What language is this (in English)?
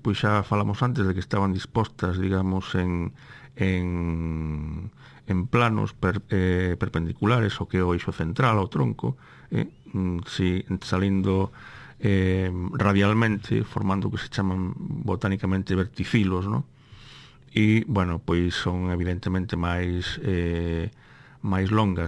Galician